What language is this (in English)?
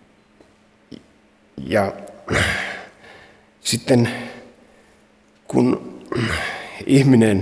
Finnish